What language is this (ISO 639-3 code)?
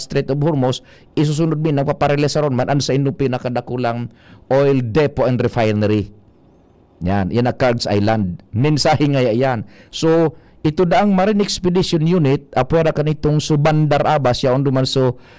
bik